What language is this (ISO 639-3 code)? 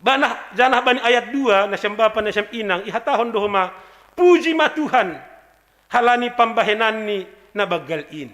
bts